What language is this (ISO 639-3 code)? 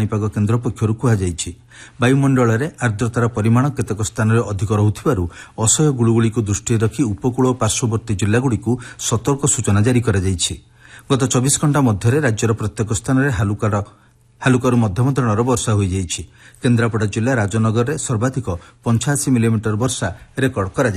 ori